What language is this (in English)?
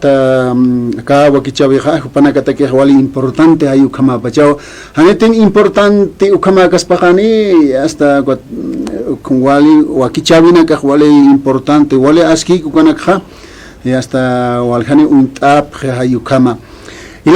Aymara